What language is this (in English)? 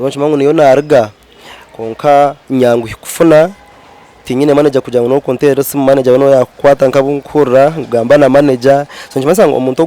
Nyankole